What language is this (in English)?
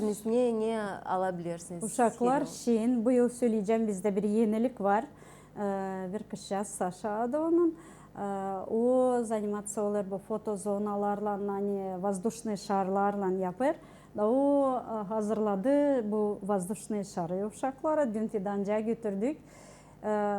Gagauz